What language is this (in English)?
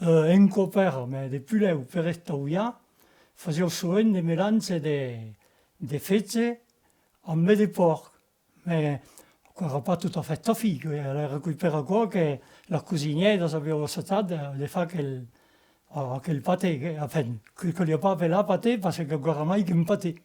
Occitan